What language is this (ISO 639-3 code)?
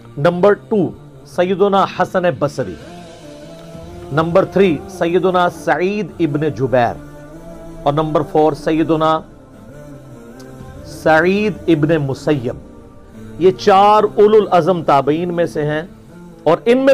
urd